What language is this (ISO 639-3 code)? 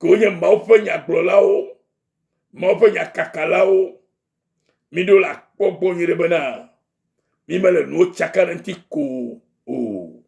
ewe